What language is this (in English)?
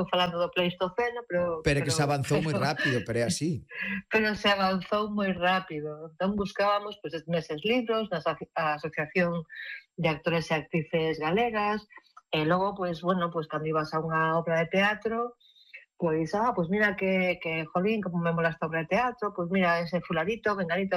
Galician